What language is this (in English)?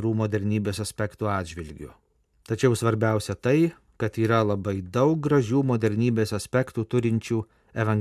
Lithuanian